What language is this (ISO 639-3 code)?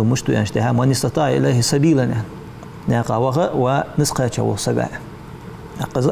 inh